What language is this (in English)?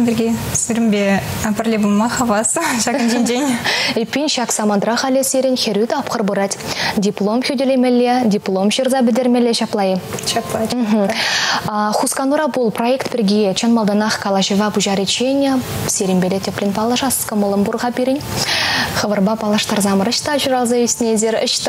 Chuvash